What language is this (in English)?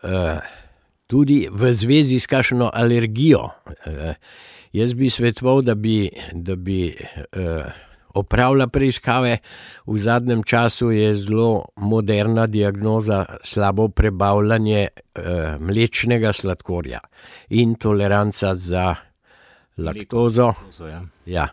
Slovenian